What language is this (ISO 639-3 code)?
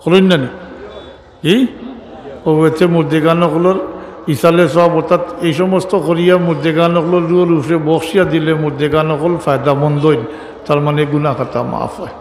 syl